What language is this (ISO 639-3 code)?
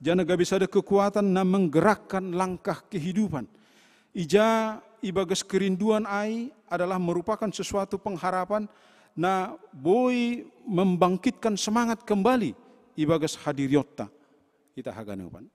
bts